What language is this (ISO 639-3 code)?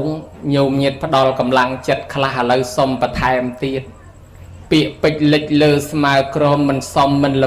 khm